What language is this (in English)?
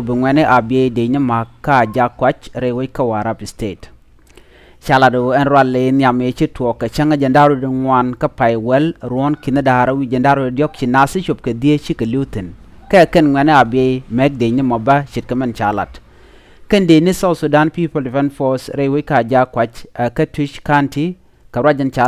Nuer